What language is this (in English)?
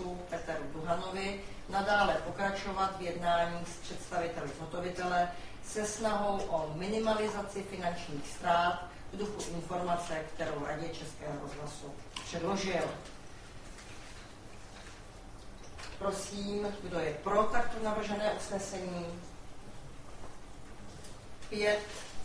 Czech